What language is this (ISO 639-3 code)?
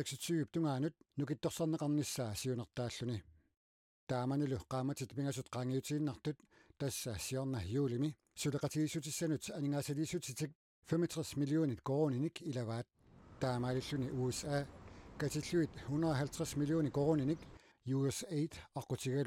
kal